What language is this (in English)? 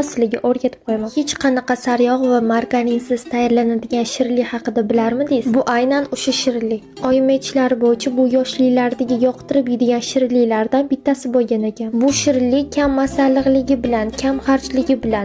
Uzbek